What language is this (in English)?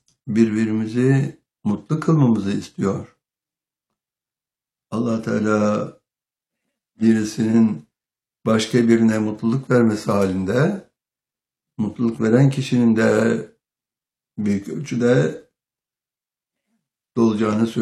Turkish